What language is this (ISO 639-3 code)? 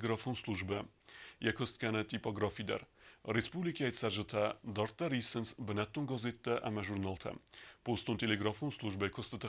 oss